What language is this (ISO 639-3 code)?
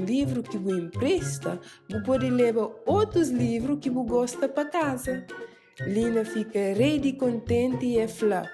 kea